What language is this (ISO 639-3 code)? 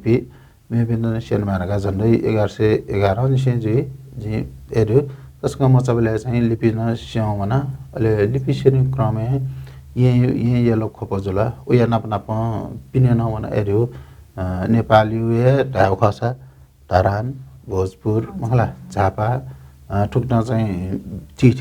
new